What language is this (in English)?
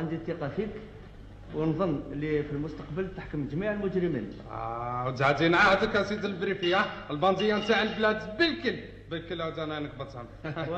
Algerian Arabic